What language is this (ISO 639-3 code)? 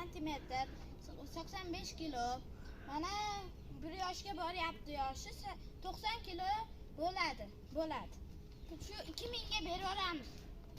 uzb